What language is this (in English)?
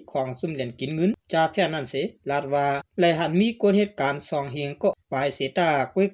Shan